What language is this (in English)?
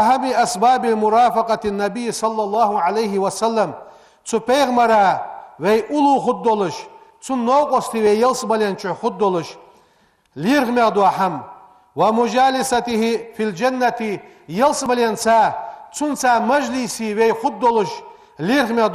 Ingush